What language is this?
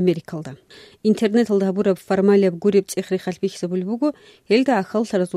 Avaric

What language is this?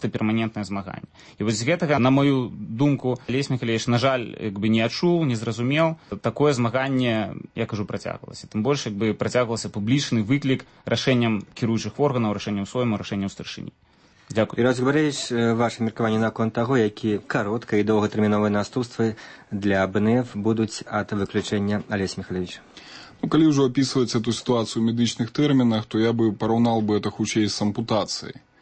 Belarusian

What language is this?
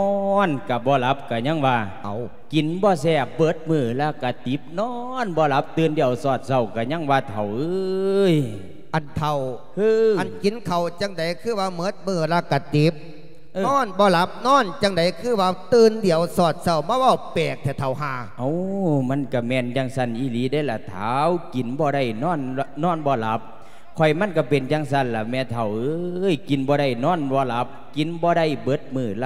Lao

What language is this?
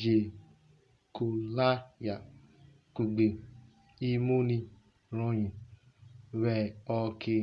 Urhobo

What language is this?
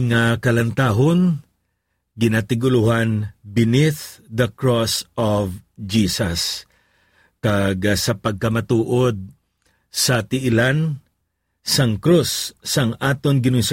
Hiligaynon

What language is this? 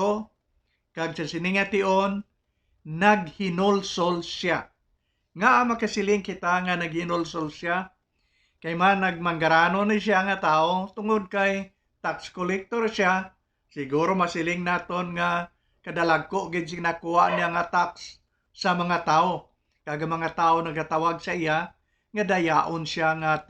Hiligaynon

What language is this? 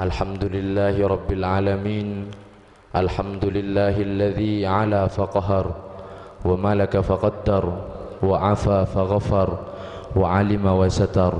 Madurese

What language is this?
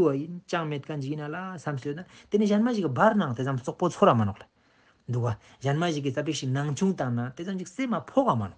Ladakhi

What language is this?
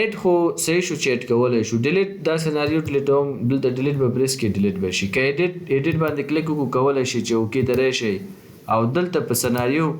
Pashto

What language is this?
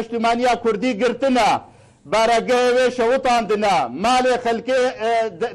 Kurdish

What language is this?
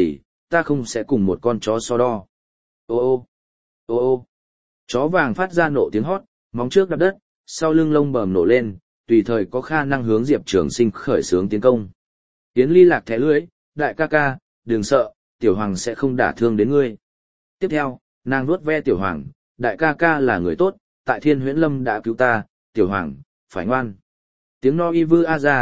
Vietnamese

